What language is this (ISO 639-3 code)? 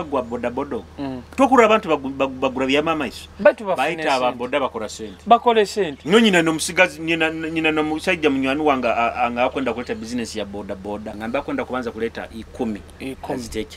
nyo